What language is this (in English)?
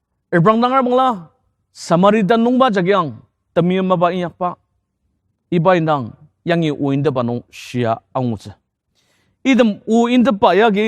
Ao Naga